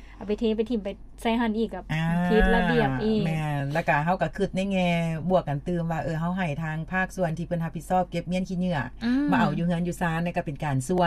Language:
Lao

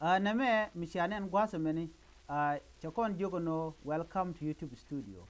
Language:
Nuer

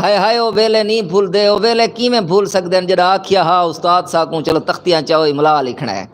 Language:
Saraiki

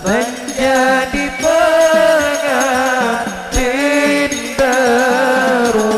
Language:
Banjar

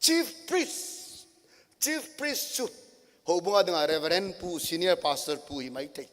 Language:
Thado Chin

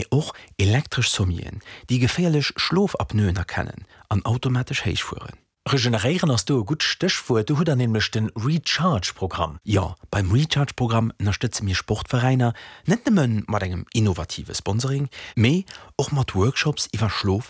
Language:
Luxembourgish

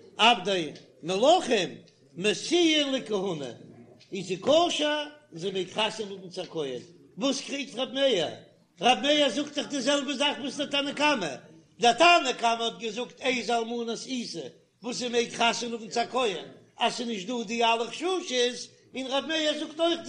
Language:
Yiddish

